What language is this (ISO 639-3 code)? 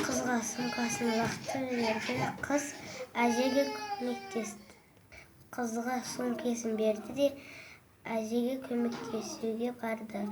kaz